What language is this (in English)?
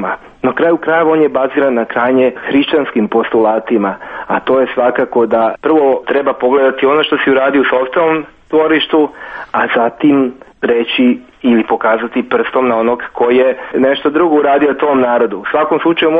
Serbian